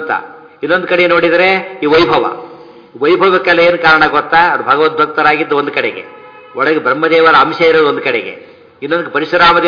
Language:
Kannada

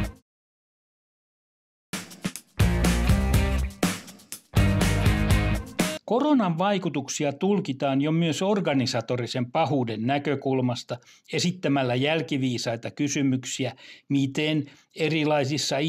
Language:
Finnish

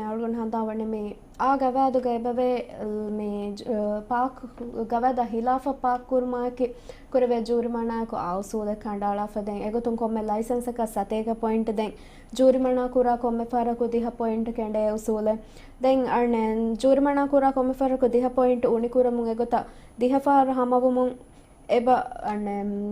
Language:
Divehi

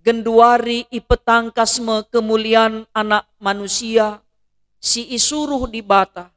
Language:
Batak Karo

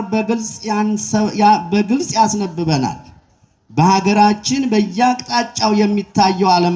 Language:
Amharic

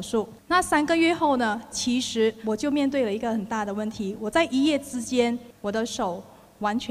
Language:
Chinese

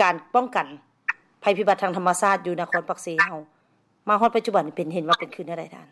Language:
Lao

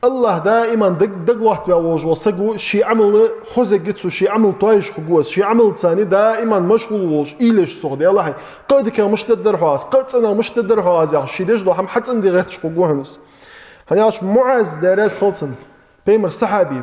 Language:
Ingush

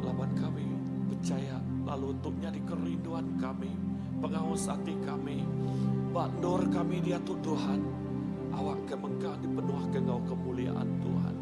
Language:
Iban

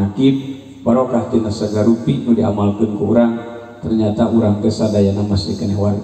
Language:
Sundanese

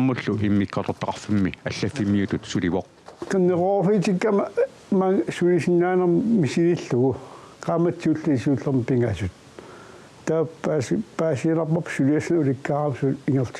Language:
Kalaallisut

